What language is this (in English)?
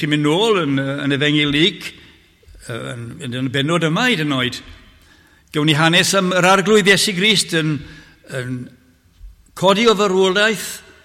Welsh